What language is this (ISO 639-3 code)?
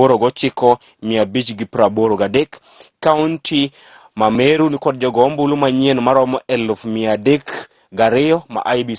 luo